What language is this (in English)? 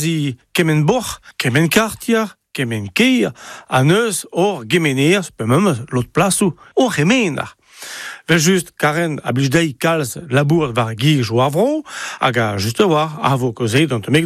Breton